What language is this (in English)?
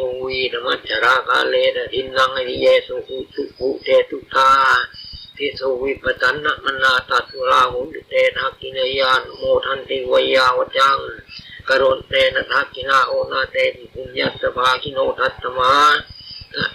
Pali